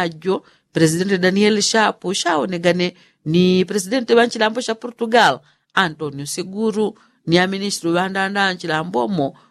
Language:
Yao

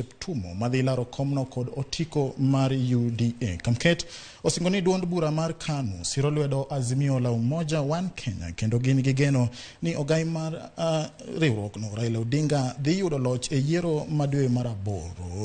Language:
Luo (Kenya and Tanzania)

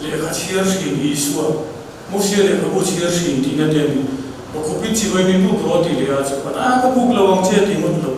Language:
Mizo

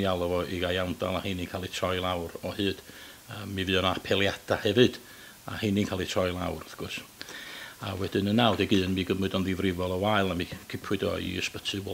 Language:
Welsh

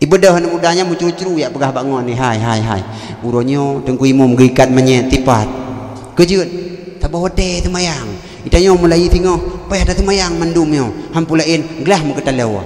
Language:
Achinese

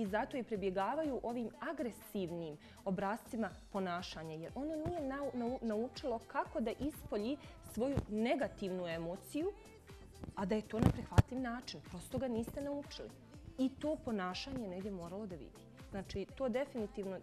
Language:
Bosnian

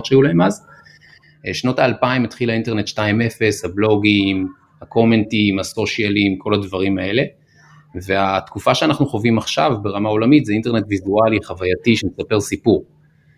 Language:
Hebrew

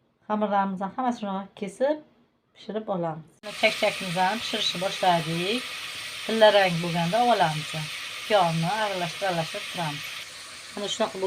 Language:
Uzbek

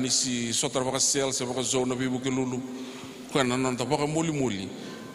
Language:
Fijian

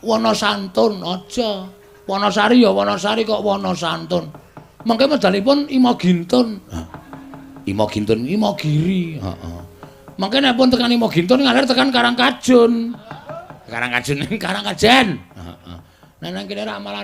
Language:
Javanese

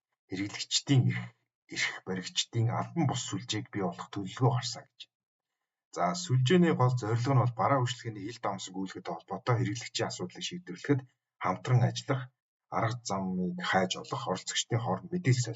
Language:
Mongolian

